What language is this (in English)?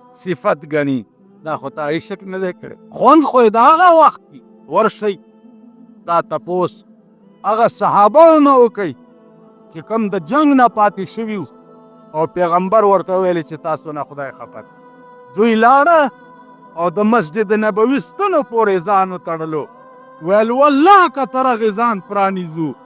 Pashto